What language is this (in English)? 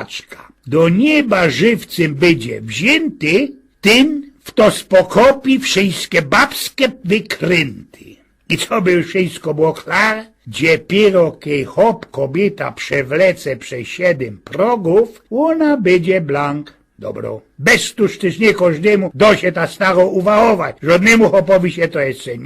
Silesian